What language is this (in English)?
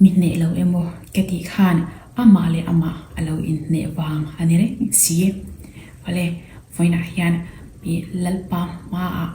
Mizo